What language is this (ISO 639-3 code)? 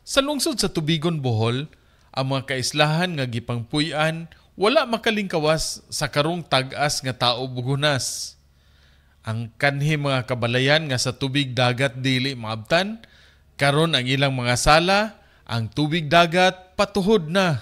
ceb